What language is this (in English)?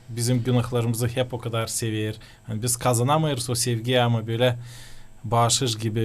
Gagauz